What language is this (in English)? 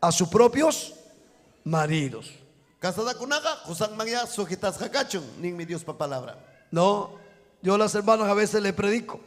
Ayacucho Quechua